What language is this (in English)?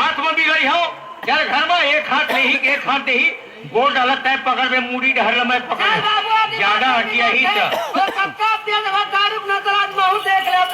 Chhattisgarhi